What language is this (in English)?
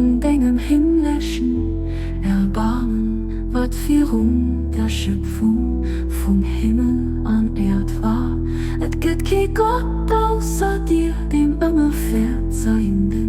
Luxembourgish